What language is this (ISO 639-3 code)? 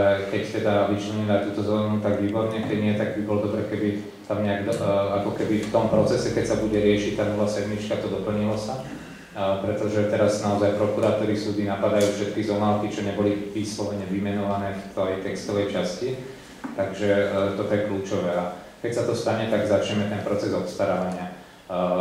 slk